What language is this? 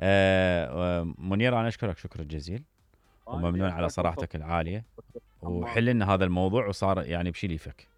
Mesopotamian Arabic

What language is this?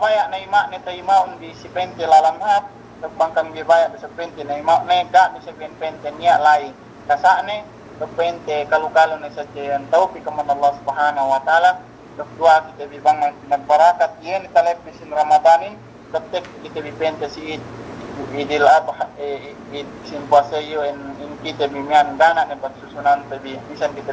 Yakan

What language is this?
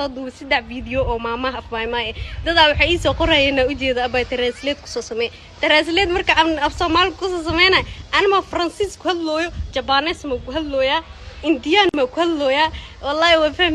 Somali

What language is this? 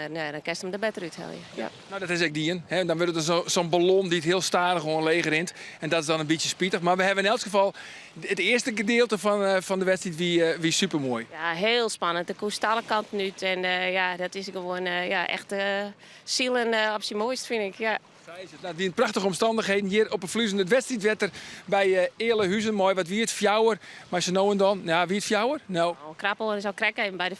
Western Frisian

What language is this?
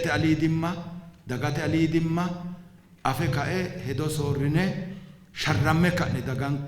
Sidamo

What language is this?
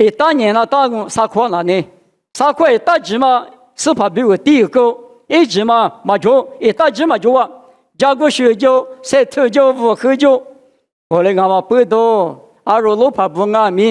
Lisu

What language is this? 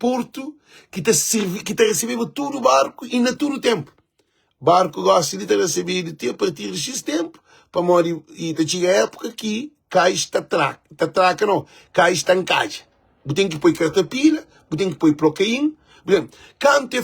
Kabuverdianu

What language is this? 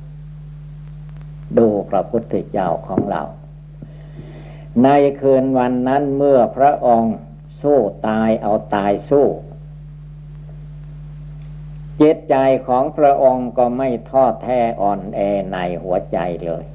Thai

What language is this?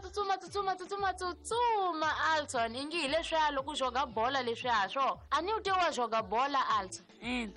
Tsonga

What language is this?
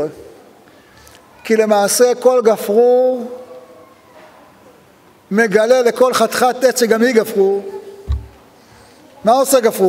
Hebrew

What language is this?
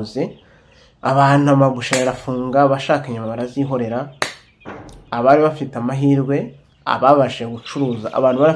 Kinyarwanda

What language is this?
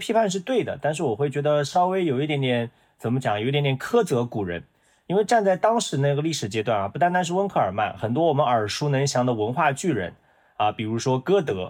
Chinese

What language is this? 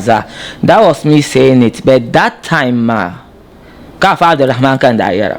Dagbani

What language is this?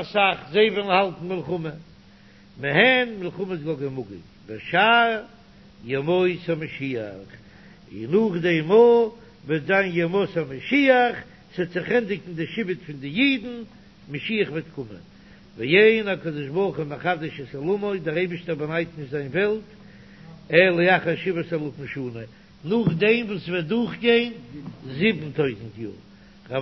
Yiddish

